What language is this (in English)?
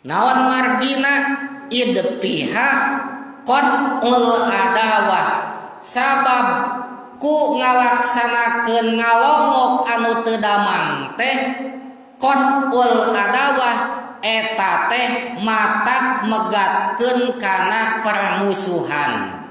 Sundanese